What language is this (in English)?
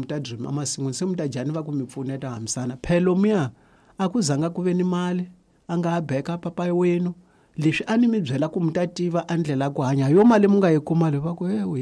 Tsonga